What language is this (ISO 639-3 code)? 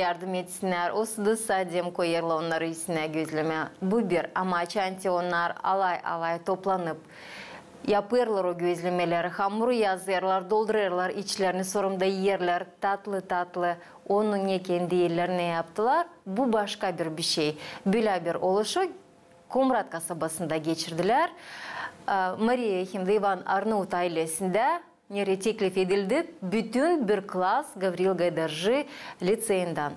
gag